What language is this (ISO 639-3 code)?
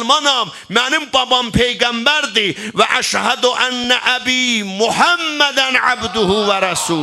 azb